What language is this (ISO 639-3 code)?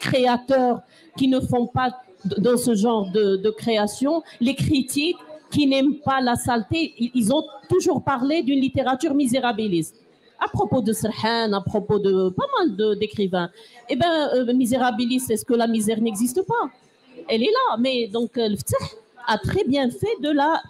fra